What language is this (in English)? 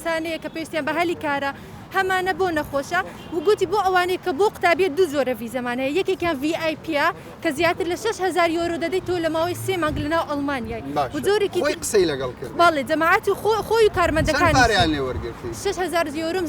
Central Kurdish